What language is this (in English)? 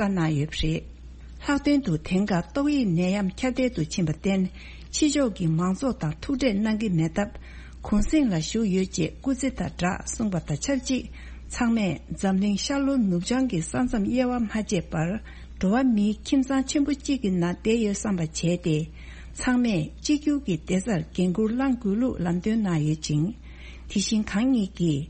Tibetan